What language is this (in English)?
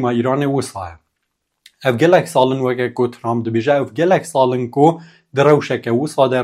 Kurdish